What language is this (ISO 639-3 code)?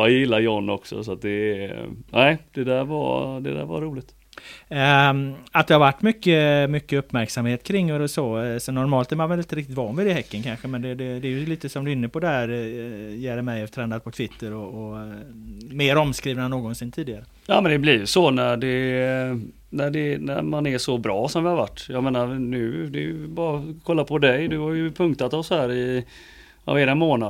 swe